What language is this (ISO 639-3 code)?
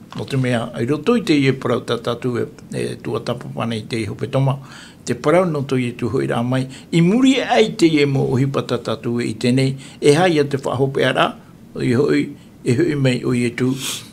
tah